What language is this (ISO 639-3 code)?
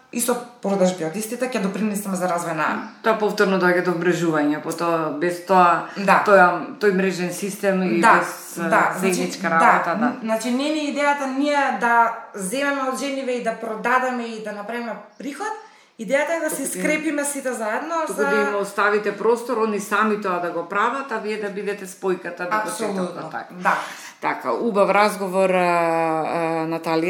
mkd